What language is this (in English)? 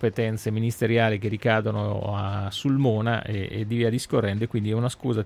Italian